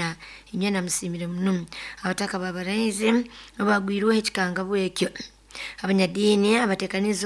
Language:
Nyoro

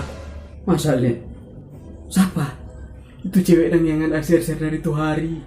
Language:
Manado Malay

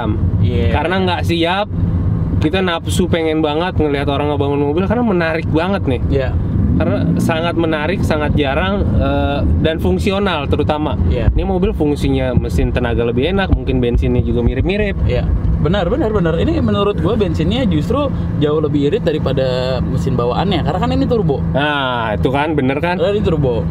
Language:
Indonesian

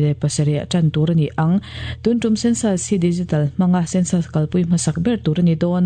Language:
Mizo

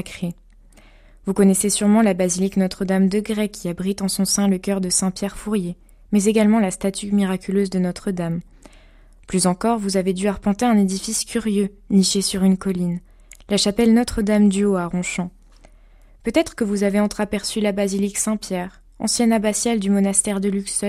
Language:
French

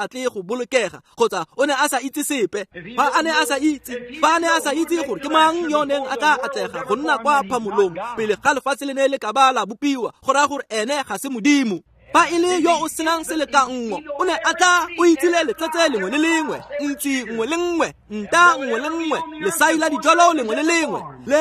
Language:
Tswana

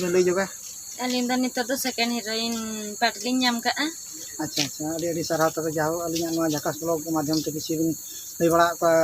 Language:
Santali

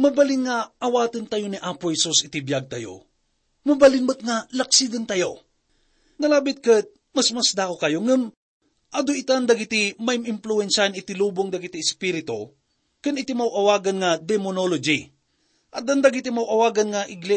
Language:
Iloko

